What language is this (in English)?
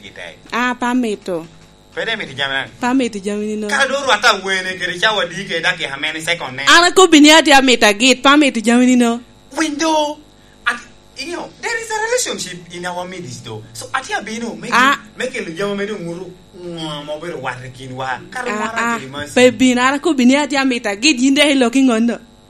Lango (Uganda)